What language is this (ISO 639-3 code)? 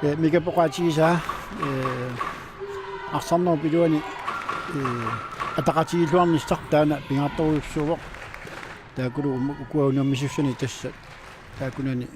kal